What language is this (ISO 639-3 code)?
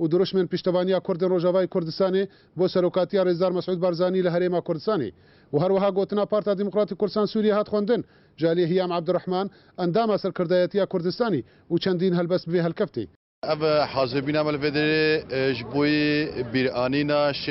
kur